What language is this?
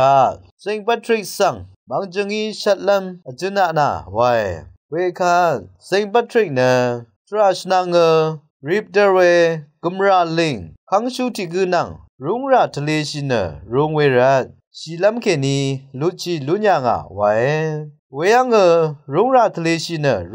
Rawang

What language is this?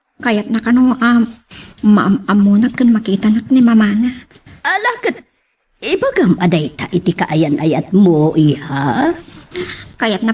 Iloko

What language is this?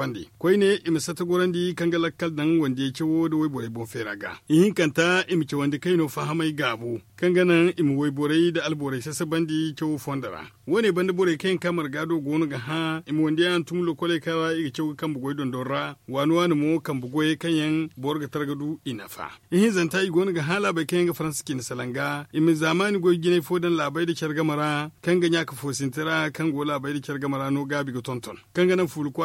Zarma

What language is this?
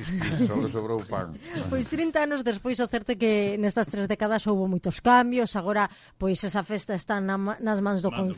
Galician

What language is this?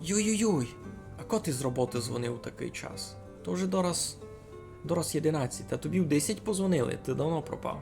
Rusyn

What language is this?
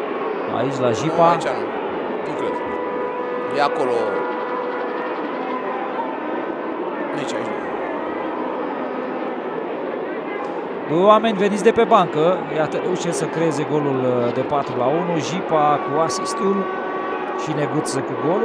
Romanian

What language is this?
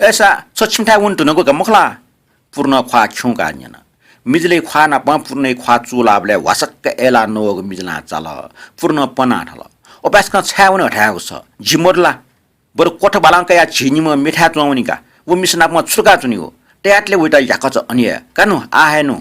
Newari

